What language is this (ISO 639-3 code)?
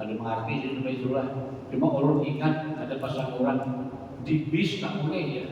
bjn